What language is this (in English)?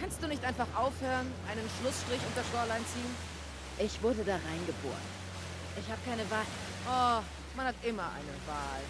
Swiss German